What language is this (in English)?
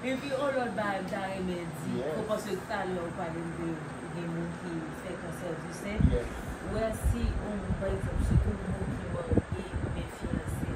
Haitian Creole